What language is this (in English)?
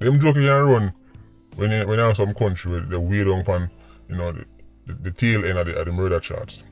Jamaican Creole English